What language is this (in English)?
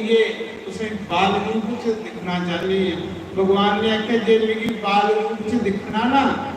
Dogri